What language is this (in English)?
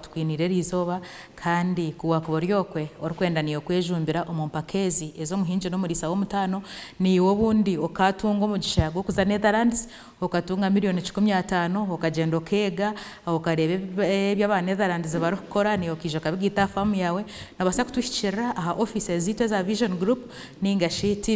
Nyankole